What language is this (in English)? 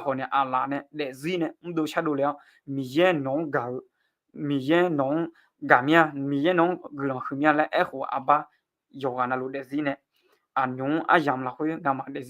Akha